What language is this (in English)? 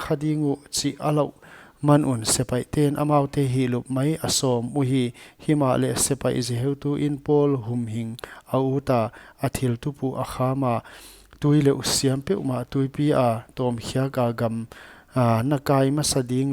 Paite Chin